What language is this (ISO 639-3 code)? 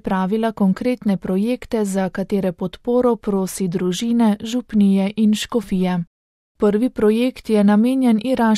slv